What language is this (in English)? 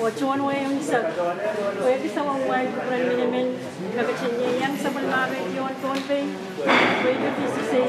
Pohnpeian